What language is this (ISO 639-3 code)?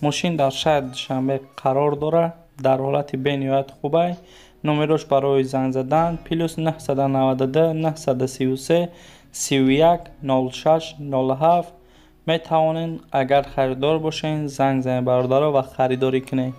tgk